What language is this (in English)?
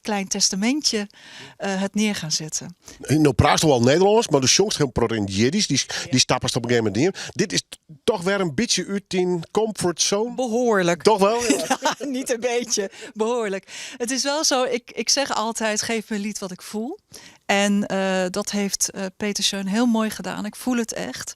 Western Frisian